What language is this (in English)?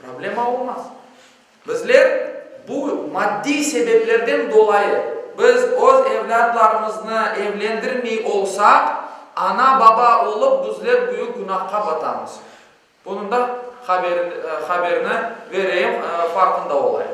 Crimean Tatar